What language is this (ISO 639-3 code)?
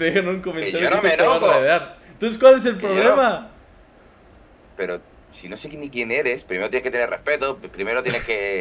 spa